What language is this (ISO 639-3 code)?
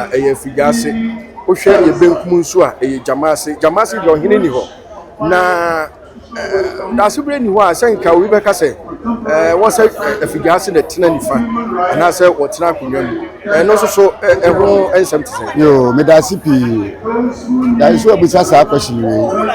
aka